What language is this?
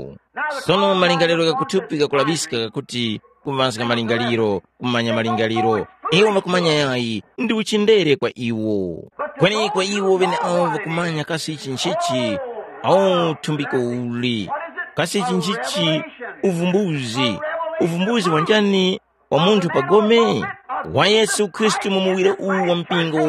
Tumbuka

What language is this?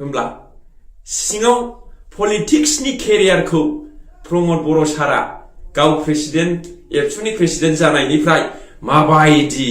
Bodo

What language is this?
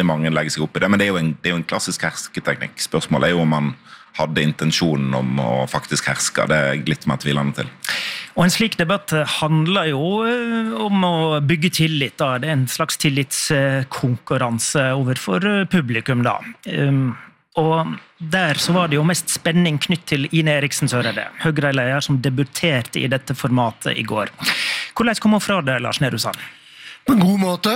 Norwegian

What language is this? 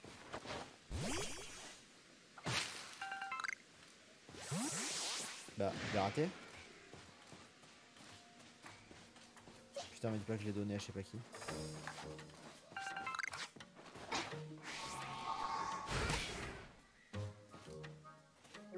French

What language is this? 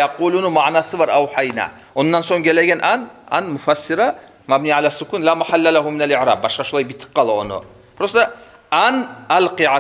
Kumyk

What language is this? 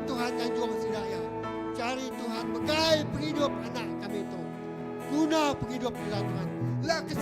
Iban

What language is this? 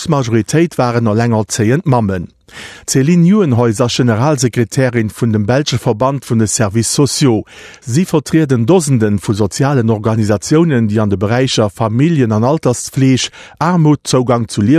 Luxembourgish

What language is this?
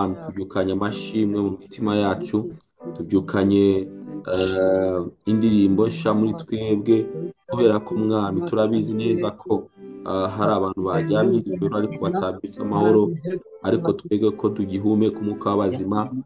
Kinyarwanda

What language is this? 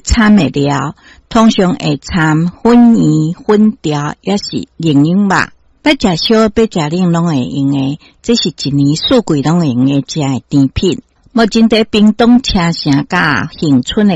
Min Nan Chinese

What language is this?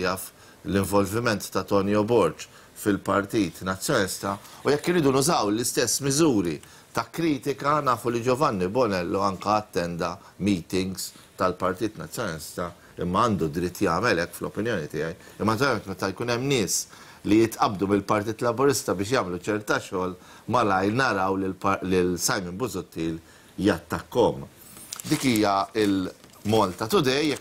Maltese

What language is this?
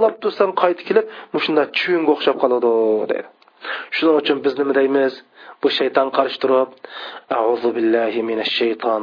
Uyghur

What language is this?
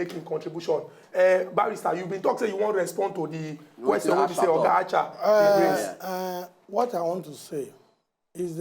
Nigerian Pidgin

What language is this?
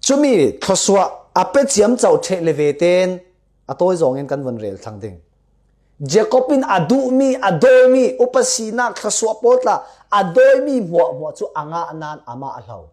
Falam Chin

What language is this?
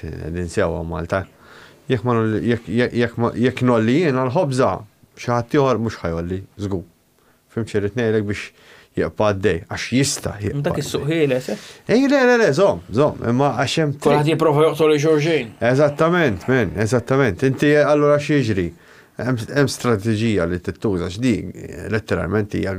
Maltese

